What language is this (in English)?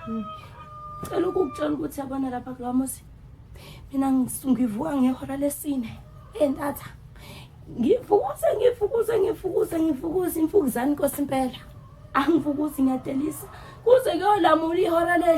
Zulu